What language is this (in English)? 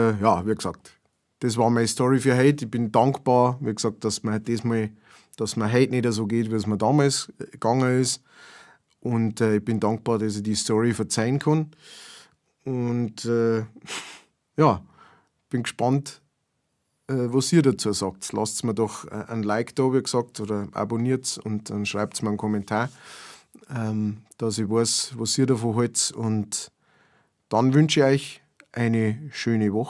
Bavarian